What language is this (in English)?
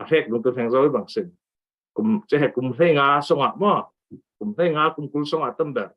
Falam Chin